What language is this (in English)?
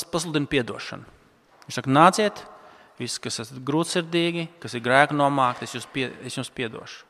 Latvian